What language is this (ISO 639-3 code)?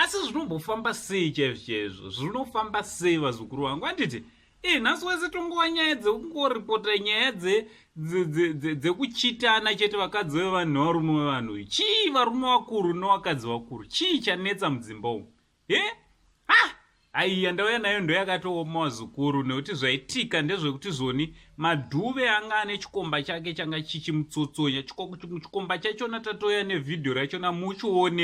sna